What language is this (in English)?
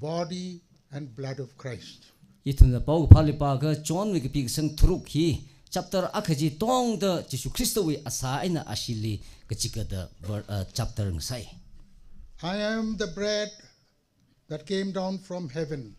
Tangkhul Naga (India)